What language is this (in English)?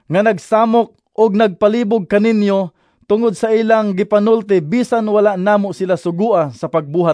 Cebuano